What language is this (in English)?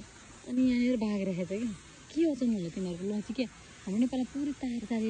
Nepali